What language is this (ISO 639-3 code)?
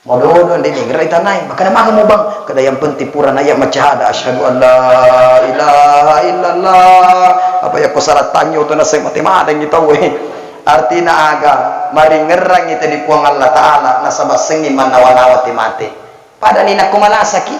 bug